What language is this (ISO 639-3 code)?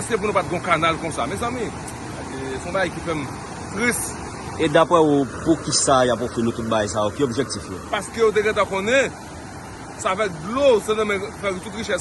hat